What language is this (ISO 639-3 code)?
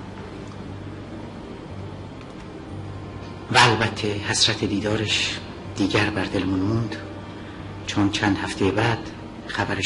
fas